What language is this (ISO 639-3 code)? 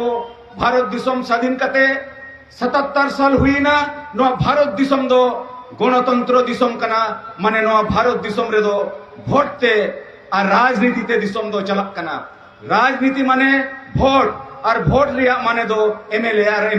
sat